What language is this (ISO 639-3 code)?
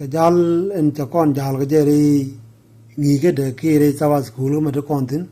nus